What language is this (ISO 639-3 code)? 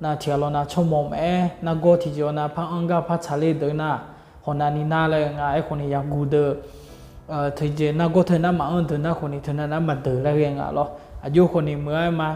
ahk